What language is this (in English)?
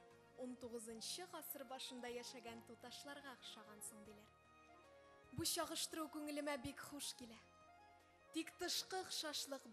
Tatar